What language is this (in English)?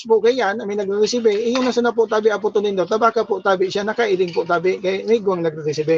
Bikol